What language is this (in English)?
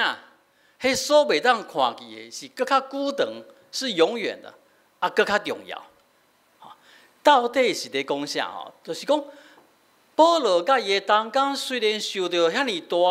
Min Nan Chinese